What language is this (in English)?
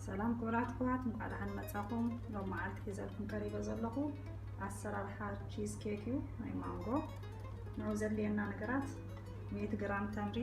Tigrinya